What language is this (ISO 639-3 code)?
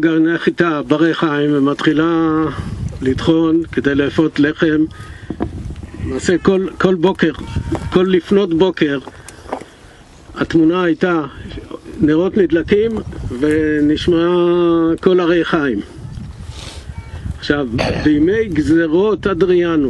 heb